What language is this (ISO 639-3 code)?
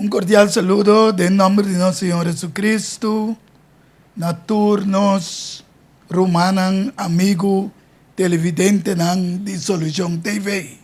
pap